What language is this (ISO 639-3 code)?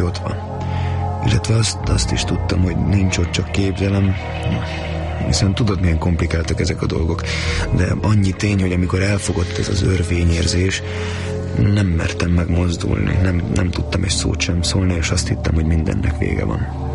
hun